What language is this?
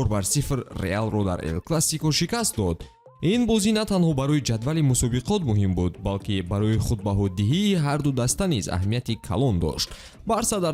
Tajik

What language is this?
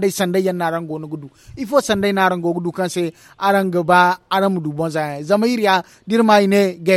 Zarma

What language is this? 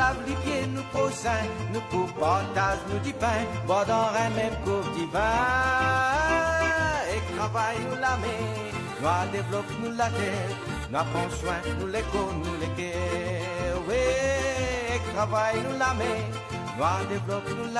Morisyen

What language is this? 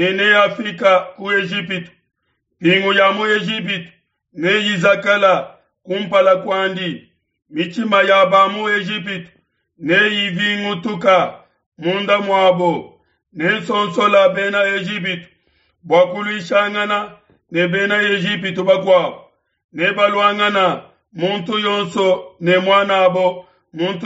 Luba-Lulua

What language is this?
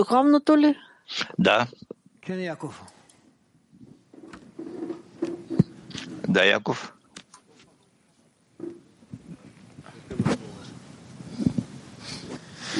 Bulgarian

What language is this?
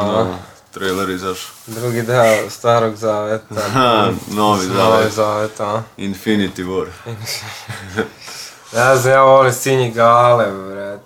Serbian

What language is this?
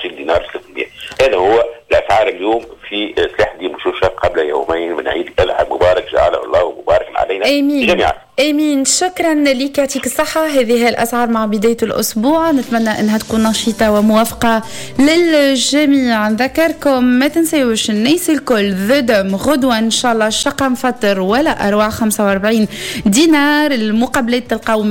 Tunisian Arabic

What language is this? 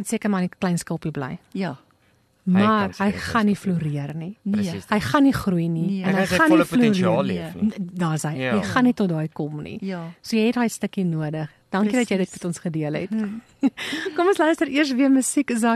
Afrikaans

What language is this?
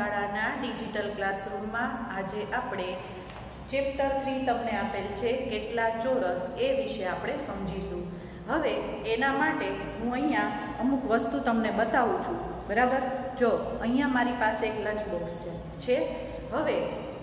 Gujarati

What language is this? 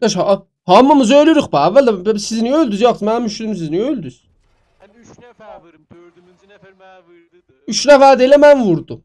South Azerbaijani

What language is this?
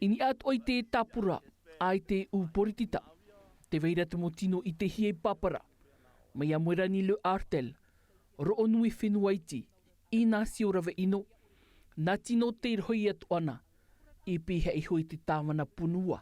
Tahitian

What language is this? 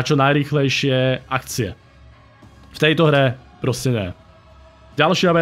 Slovak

